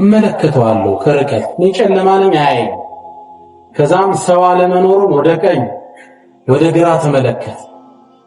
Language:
Amharic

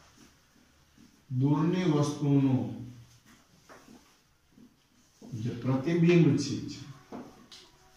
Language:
Gujarati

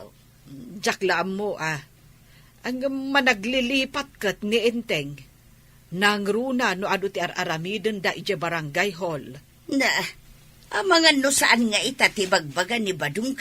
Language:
Iloko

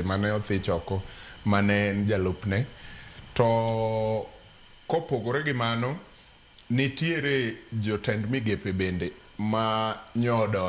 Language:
Luo (Kenya and Tanzania)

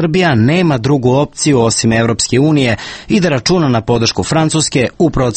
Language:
Serbian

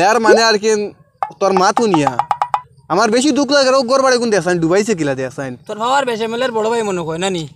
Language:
Sylheti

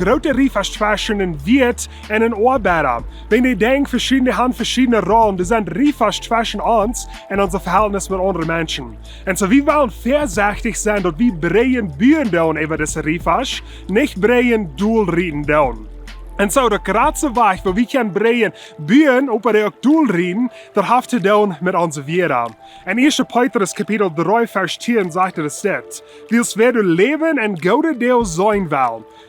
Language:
Plautdietsch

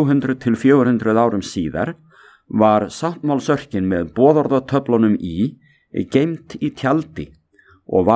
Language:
Icelandic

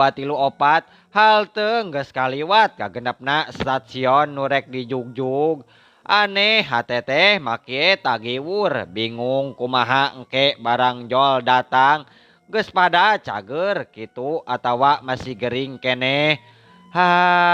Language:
Sundanese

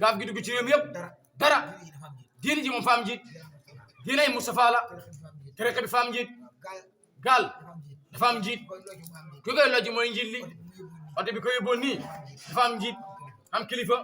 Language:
Wolof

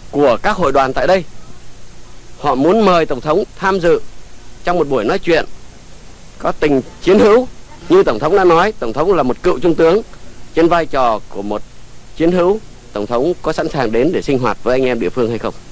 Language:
Vietnamese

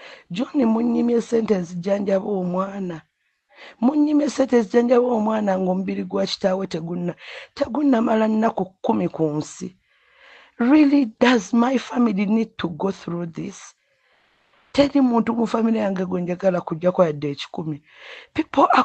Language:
Ganda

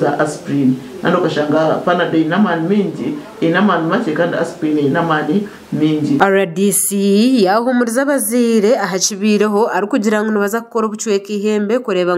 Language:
Nyankole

